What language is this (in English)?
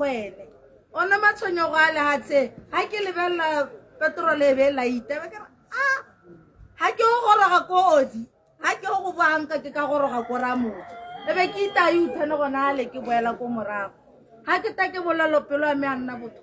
Tswana